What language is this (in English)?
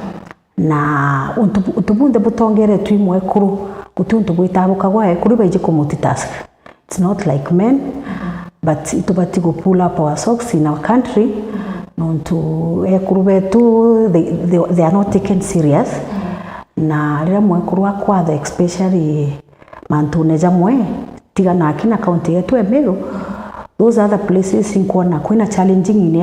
Meru